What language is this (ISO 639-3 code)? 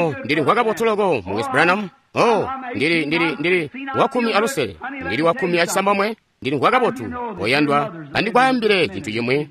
toi